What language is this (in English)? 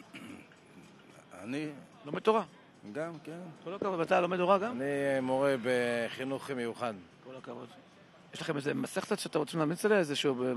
Hebrew